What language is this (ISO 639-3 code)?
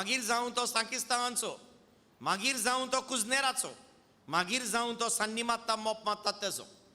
kok